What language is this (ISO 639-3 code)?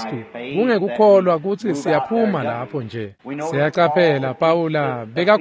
ssw